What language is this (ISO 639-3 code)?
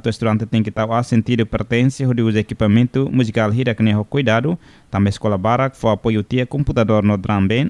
tet